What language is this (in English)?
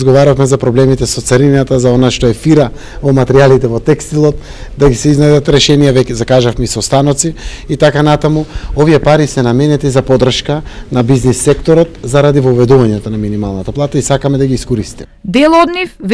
Macedonian